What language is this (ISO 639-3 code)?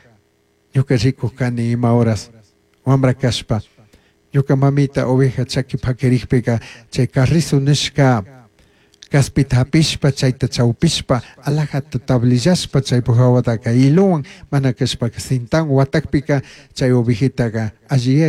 qug